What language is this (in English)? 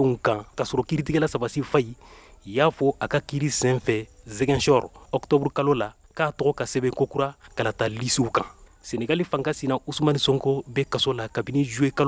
Bambara